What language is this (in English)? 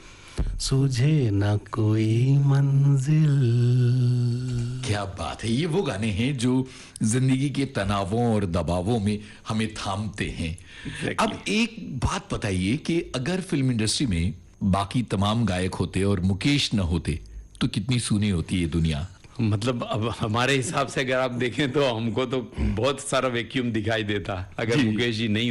Hindi